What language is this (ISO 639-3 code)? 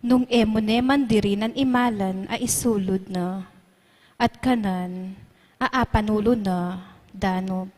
pam